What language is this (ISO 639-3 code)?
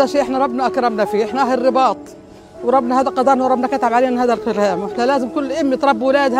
msa